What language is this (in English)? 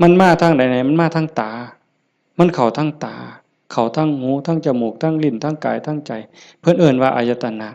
Northeastern Thai